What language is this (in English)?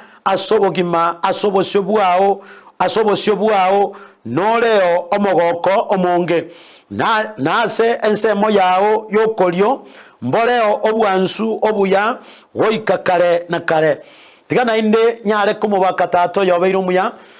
Gusii